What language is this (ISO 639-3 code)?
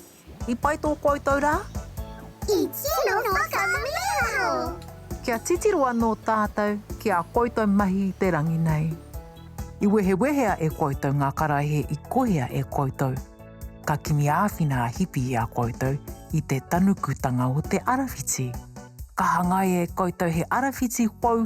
mri